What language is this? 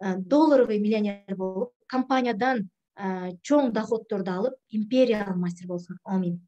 Kyrgyz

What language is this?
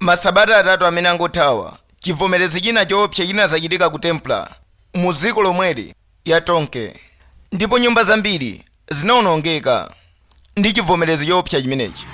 Nyanja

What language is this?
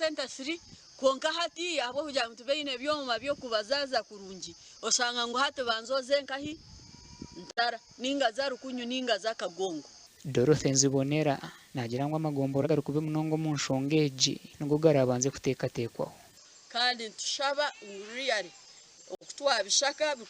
Nyankole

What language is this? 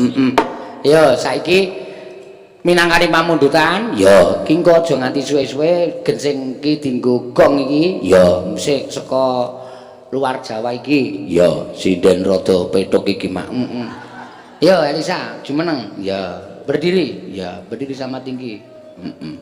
Javanese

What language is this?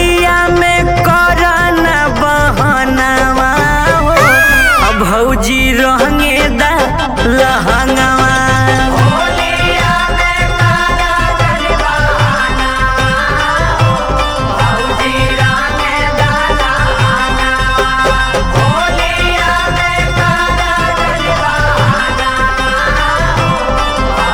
Bhojpuri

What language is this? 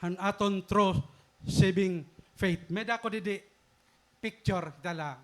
Waray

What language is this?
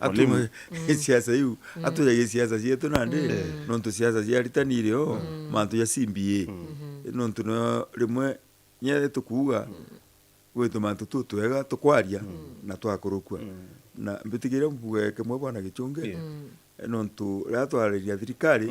Meru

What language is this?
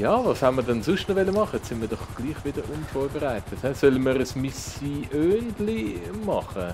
Swiss German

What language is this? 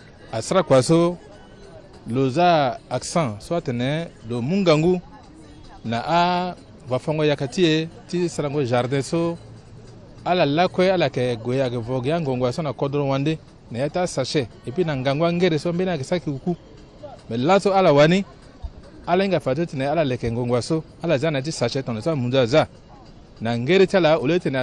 Sango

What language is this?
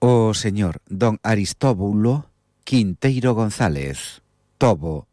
Galician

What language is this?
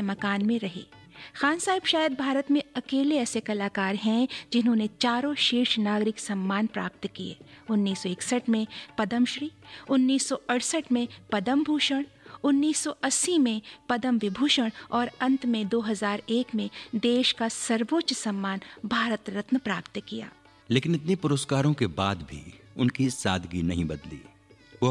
Hindi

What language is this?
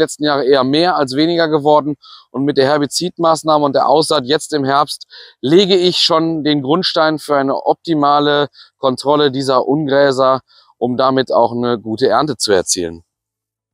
German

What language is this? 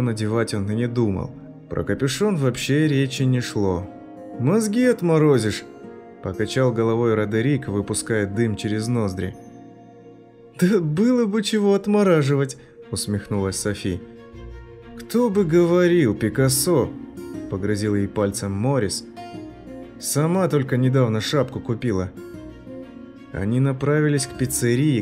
Russian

